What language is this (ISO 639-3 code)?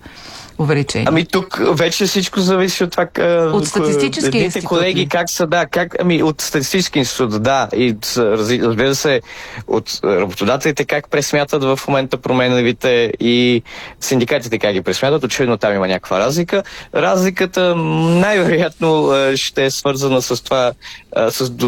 bul